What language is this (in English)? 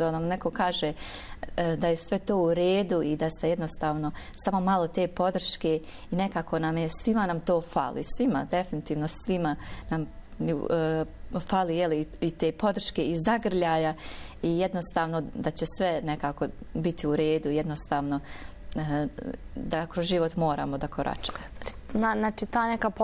Bosnian